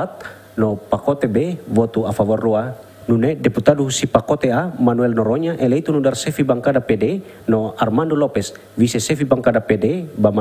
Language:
Tetum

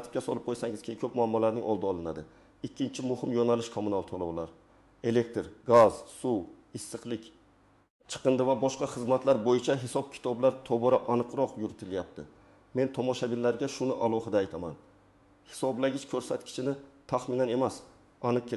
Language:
Uzbek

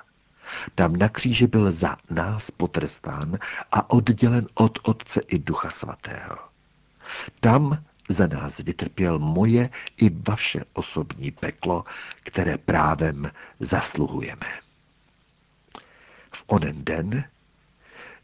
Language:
Czech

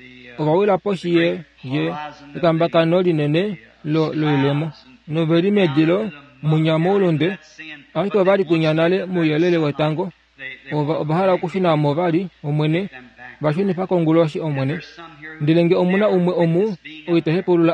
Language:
Kuanyama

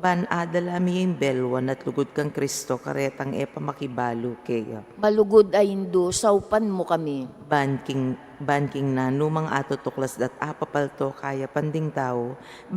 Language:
Pampanga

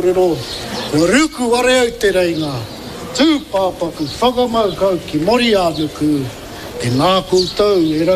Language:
Māori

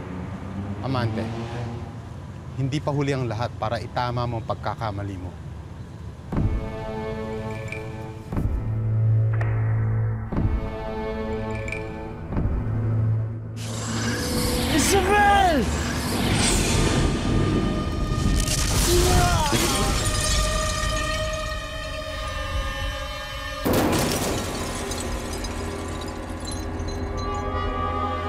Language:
Filipino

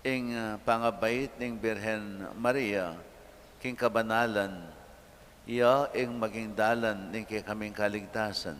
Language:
Pampanga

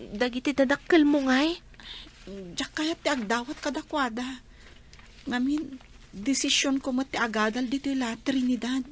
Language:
Iloko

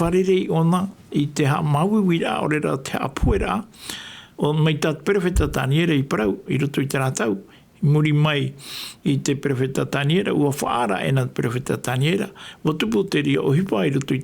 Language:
Tahitian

